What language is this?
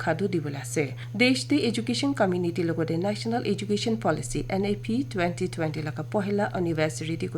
Naga Pidgin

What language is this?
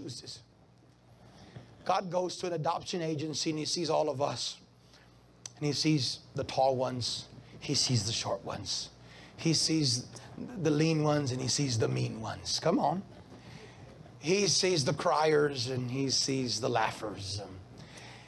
English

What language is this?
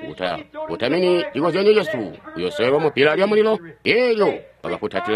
Tonga (Zambia)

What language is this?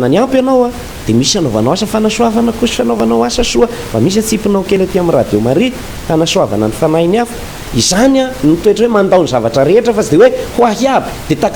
Malagasy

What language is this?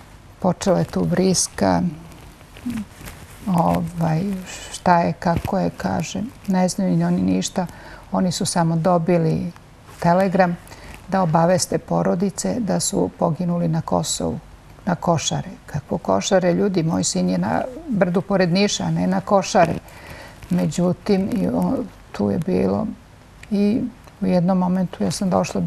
Serbian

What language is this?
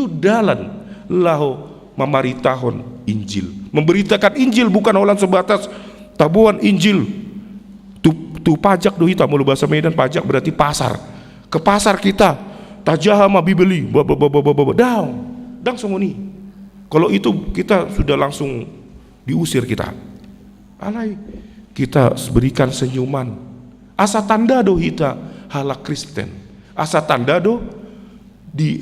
Batak Toba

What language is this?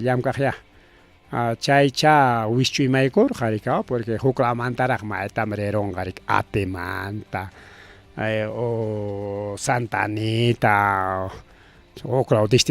Ayacucho Quechua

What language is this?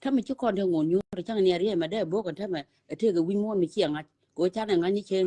Nuer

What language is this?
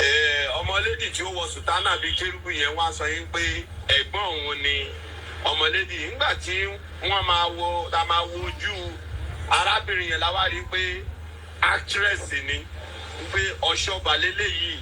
Yoruba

